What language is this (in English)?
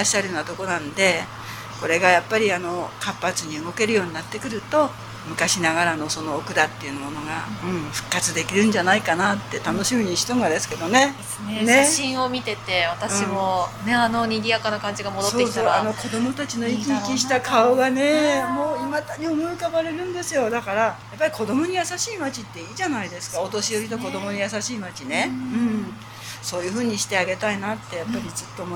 Japanese